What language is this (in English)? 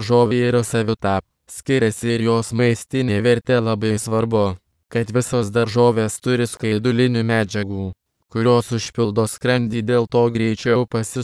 Lithuanian